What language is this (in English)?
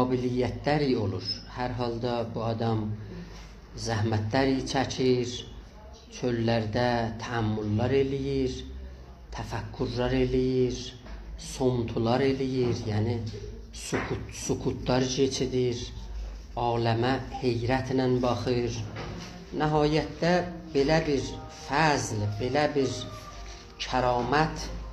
South Azerbaijani